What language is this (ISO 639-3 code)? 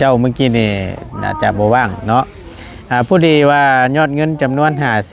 lao